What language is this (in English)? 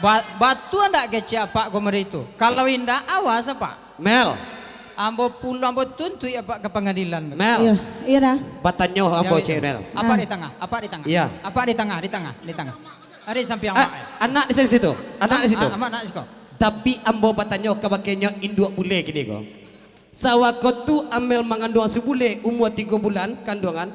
Minangkabau